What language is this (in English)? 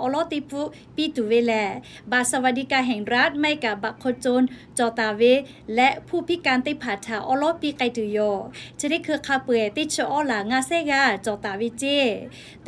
Lahu